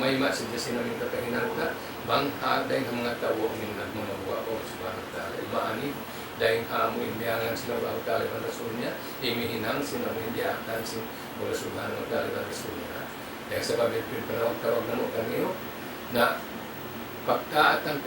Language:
Tausug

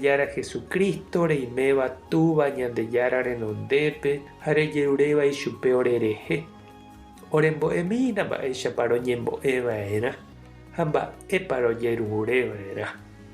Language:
Guarani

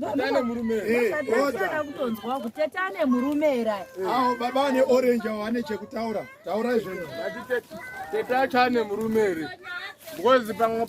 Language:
Shona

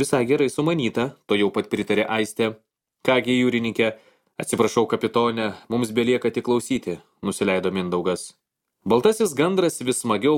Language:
Lithuanian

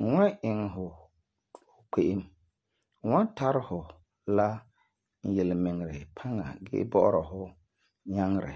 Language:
Frafra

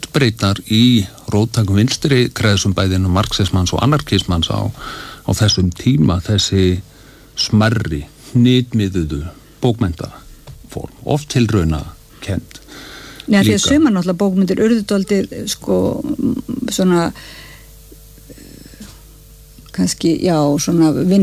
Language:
Icelandic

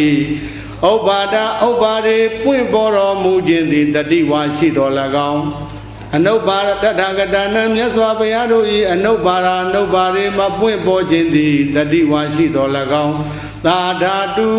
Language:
Burmese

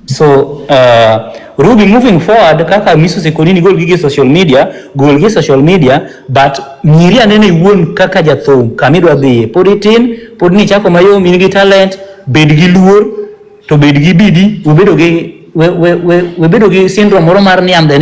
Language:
Luo (Kenya and Tanzania)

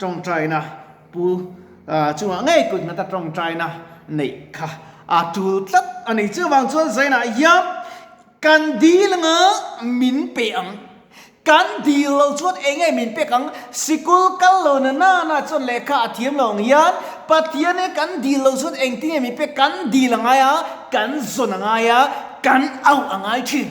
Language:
Mizo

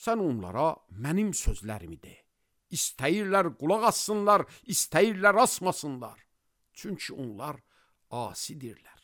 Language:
Azerbaijani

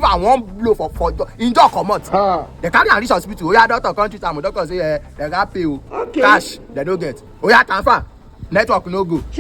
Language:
Nigerian Pidgin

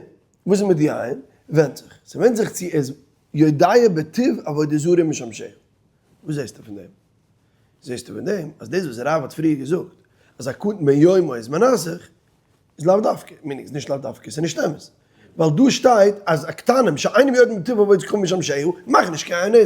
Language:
Yiddish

